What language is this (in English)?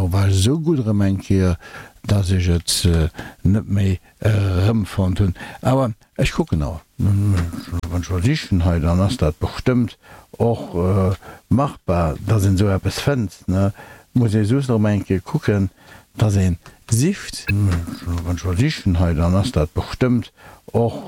Luxembourgish